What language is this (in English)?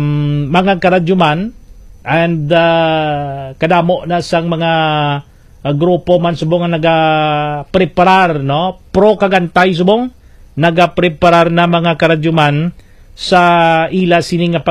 Hiligaynon